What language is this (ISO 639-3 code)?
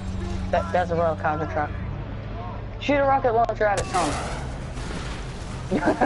eng